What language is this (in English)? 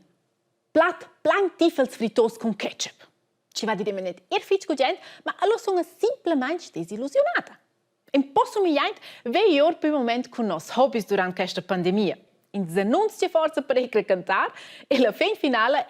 Romansh